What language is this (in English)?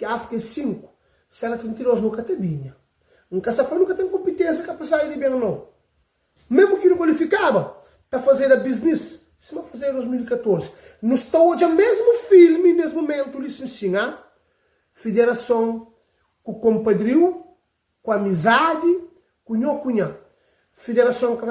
Kabuverdianu